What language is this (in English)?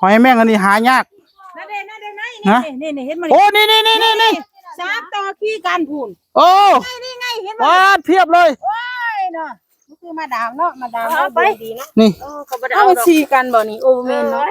Northeastern Thai